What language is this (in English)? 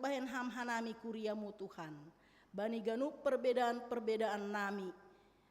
Batak Simalungun